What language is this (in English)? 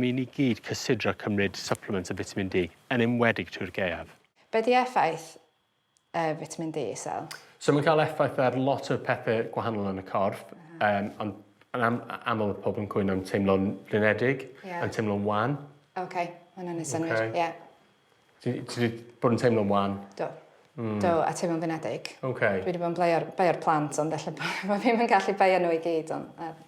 Welsh